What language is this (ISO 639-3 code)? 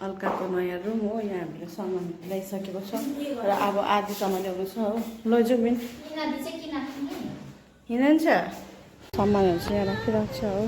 nep